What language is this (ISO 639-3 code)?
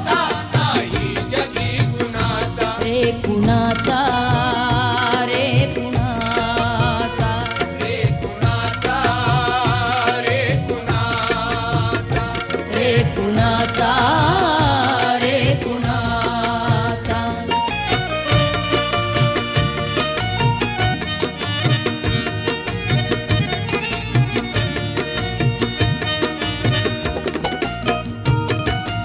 mar